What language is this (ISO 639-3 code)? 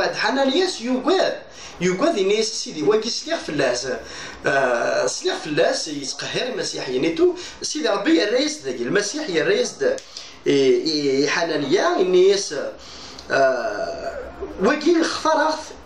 kab